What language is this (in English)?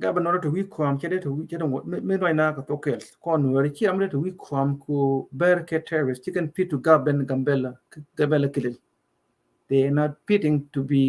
Nuer